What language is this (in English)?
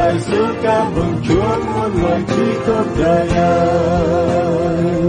Vietnamese